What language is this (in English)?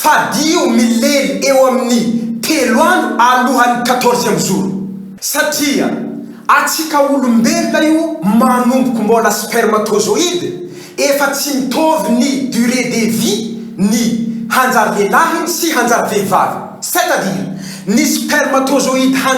Malagasy